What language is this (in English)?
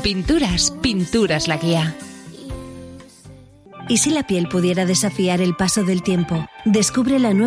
Spanish